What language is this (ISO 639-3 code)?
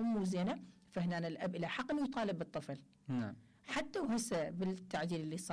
acm